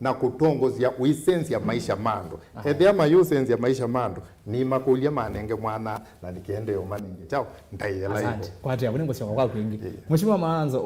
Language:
Kamba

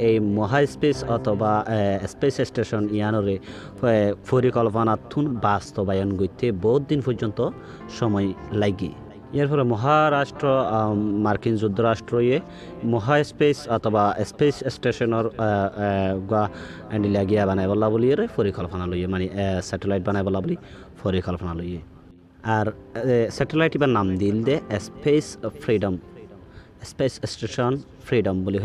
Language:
Rohingya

